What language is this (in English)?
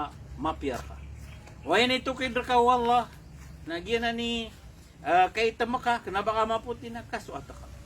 Maranao